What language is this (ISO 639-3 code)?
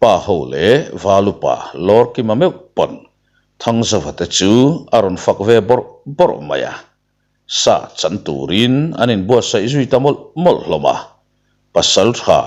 lus